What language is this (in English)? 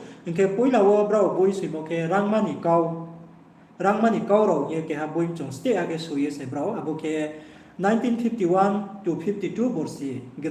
Riang (India)